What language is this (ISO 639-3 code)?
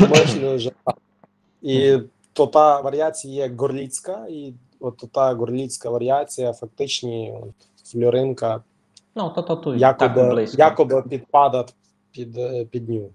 rue